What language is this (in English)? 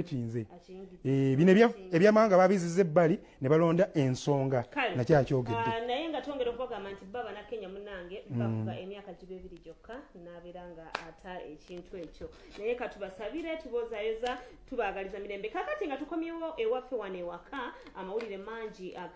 Ganda